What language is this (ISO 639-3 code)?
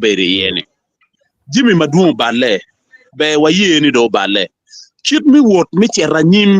ach